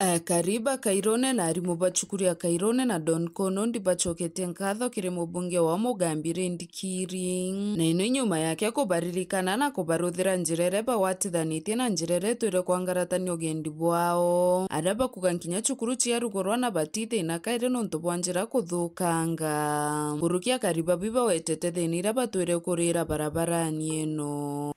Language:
Meru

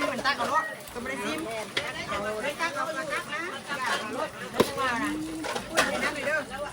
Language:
Northeastern Thai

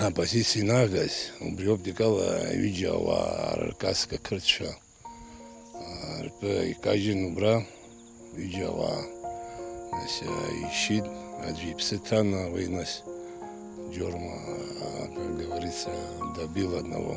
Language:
Abkhazian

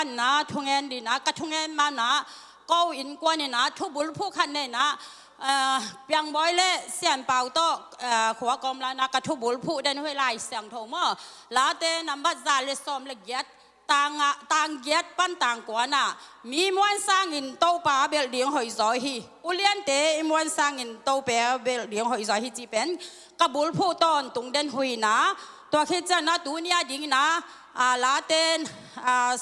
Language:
Tedim Chin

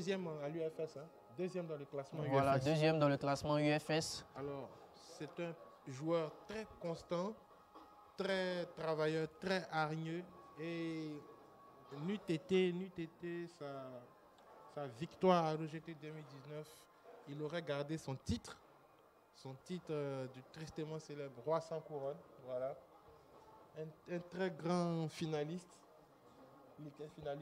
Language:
French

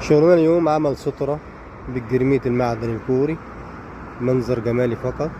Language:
Egyptian Arabic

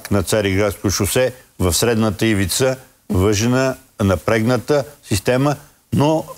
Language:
Bulgarian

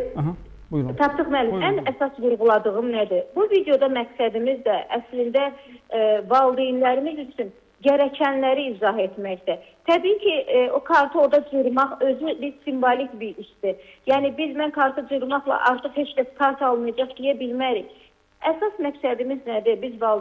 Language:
Azerbaijani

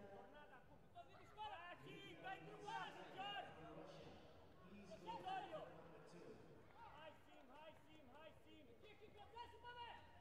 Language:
Greek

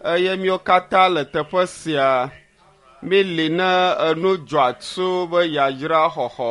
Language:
Ewe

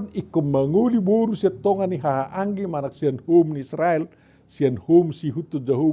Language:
Batak Toba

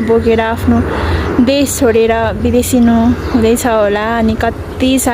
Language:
Nepali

